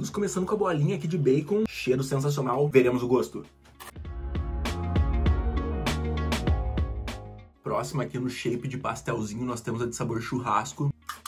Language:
Portuguese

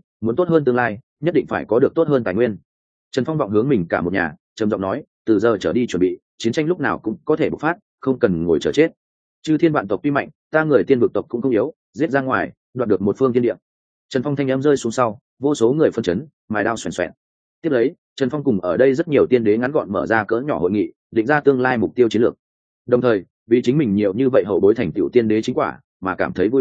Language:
Vietnamese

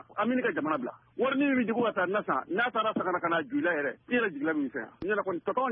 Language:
Bambara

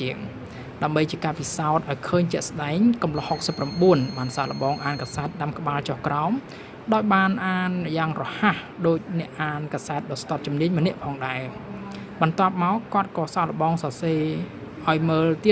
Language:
Khmer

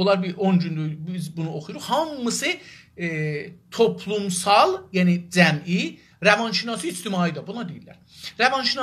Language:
South Azerbaijani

